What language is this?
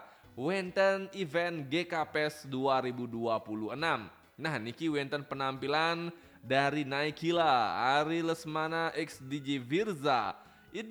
Balinese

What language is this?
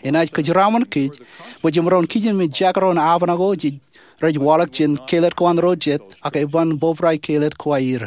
Marshallese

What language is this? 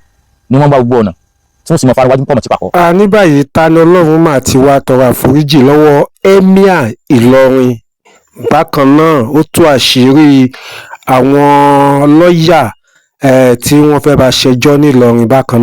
Yoruba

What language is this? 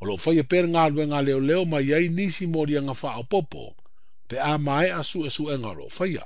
Samoan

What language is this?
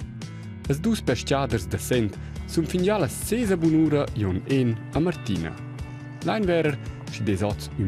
Romansh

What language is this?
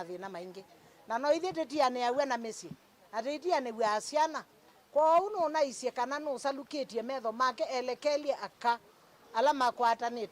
Kamba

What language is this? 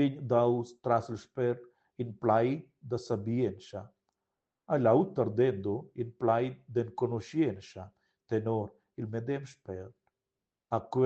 Romansh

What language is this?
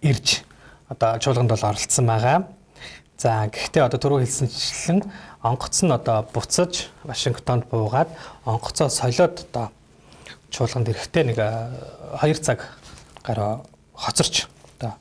Mongolian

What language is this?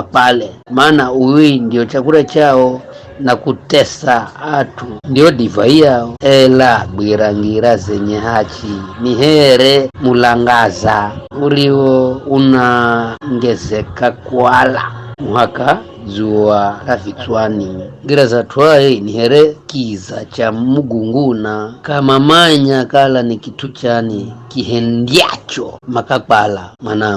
Giryama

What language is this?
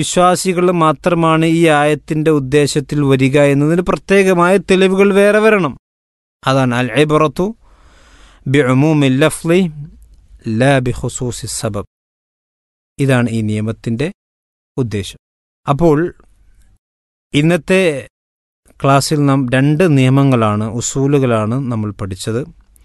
Malayalam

